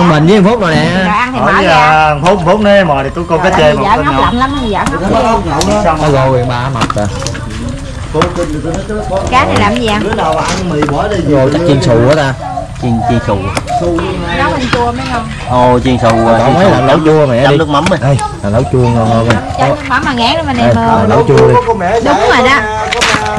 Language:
Vietnamese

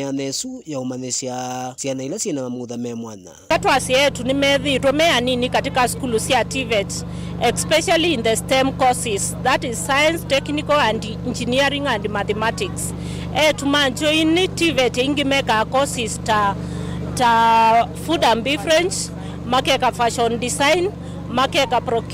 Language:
Kamba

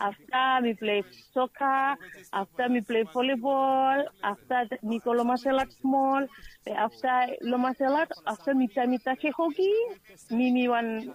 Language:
Bislama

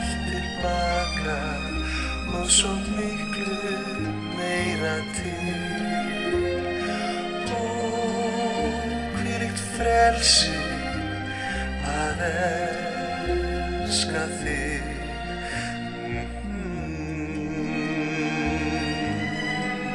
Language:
Icelandic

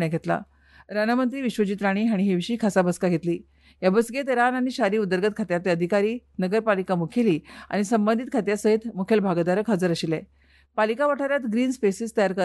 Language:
Konkani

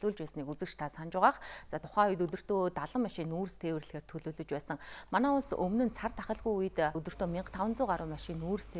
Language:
Mongolian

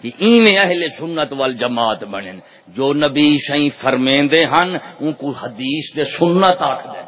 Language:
Saraiki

